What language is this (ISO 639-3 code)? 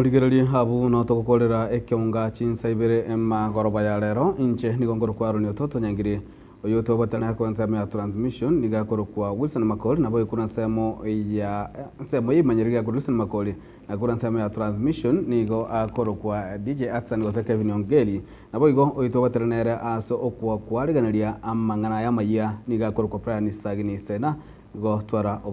guz